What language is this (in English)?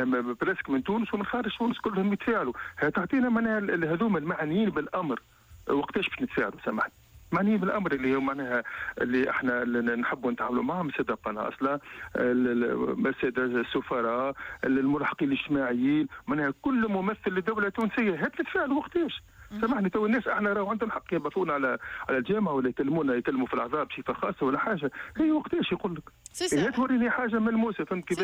Tunisian Arabic